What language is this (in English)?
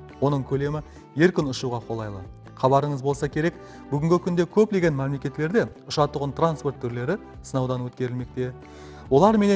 Kara-Kalpak